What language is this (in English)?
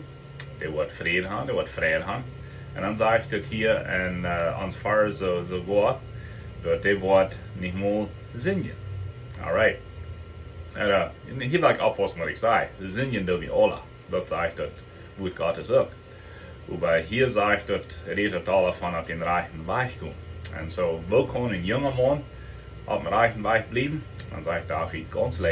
Plautdietsch